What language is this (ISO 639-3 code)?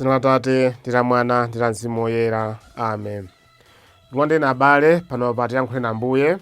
nya